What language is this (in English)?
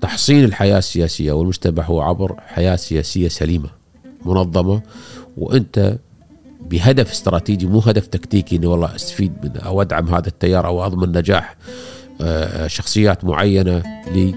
Gulf Arabic